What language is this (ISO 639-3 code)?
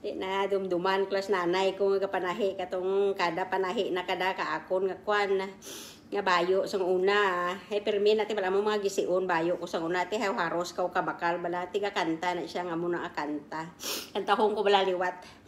krj